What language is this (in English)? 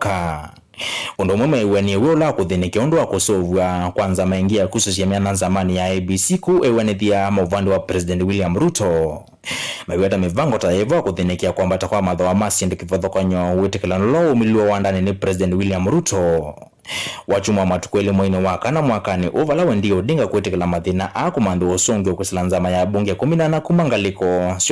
Kamba